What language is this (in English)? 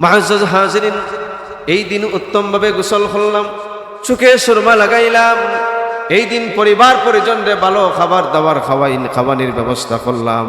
Sylheti